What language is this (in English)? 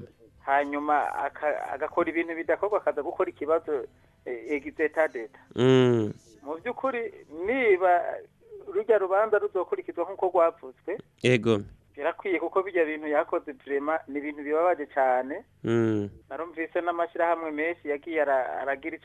Rundi